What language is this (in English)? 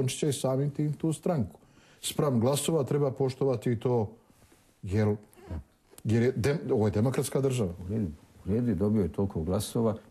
Croatian